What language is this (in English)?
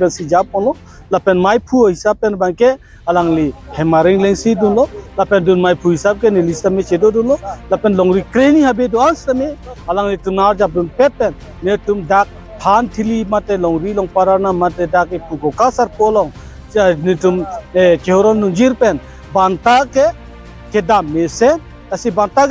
Karbi